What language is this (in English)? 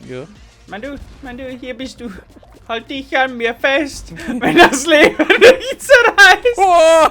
Bavarian